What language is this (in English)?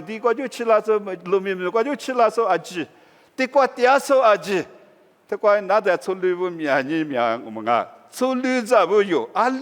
Lisu